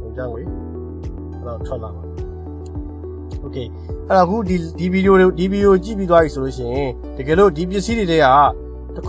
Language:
Burmese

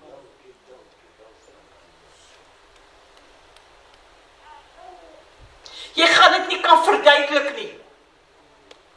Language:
Afrikaans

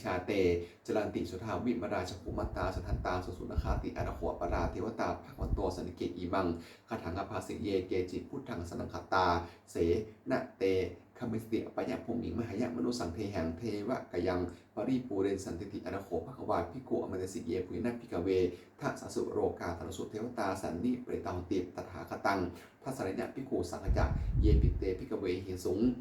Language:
Pali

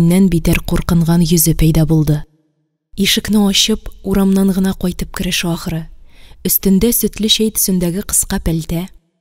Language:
Tatar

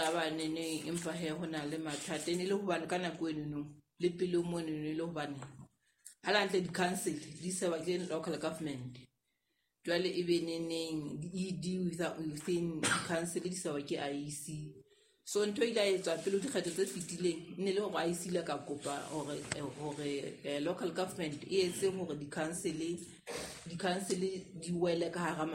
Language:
Southern Sotho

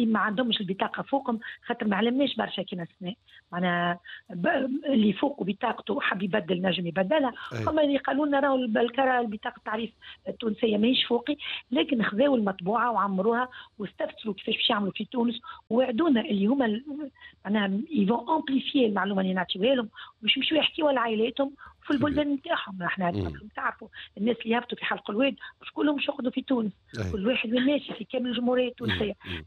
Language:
Tunisian Arabic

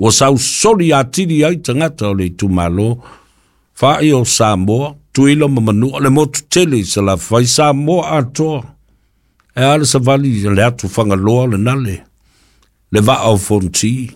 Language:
Samoan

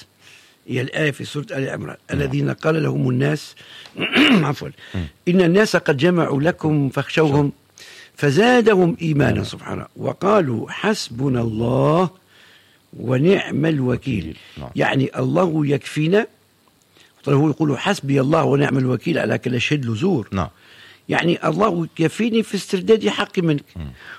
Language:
Arabic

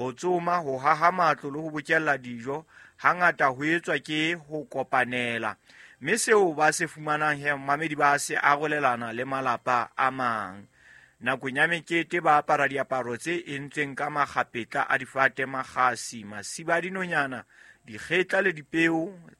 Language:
Southern Sotho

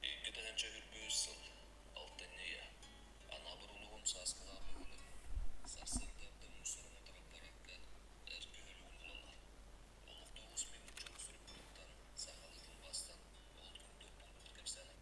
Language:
Yakut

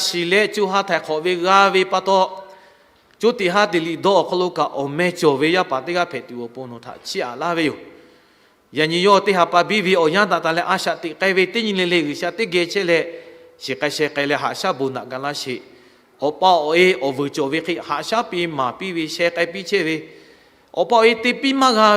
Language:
Lahu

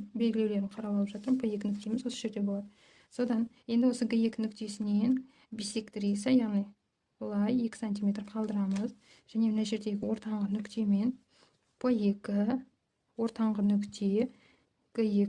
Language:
Kazakh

